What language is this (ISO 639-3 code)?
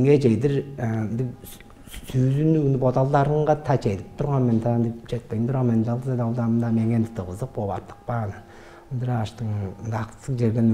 tyv